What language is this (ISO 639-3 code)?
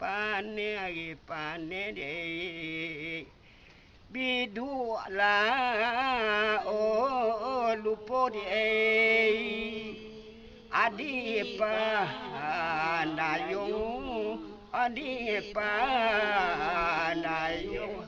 min